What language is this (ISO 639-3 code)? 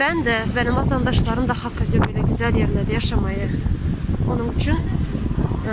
tuk